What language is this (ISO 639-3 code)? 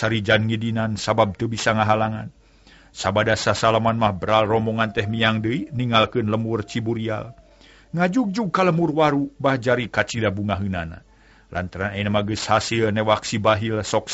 sun